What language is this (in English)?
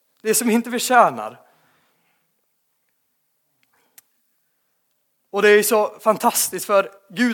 Swedish